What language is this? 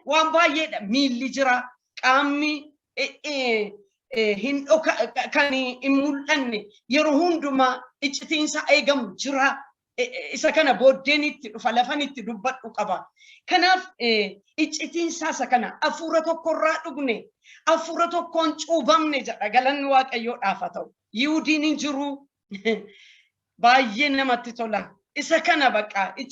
Oromo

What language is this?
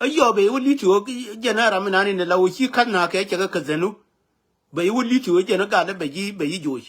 Nuer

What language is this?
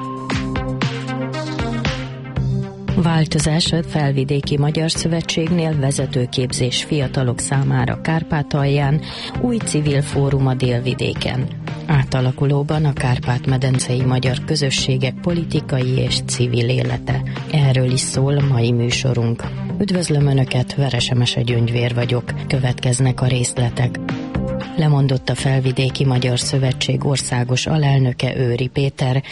Hungarian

